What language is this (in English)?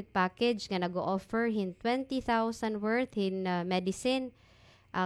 Waray